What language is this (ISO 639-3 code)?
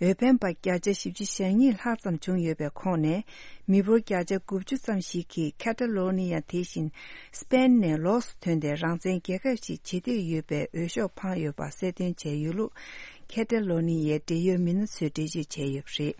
bod